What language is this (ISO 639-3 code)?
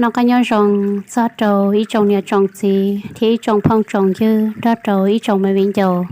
hmn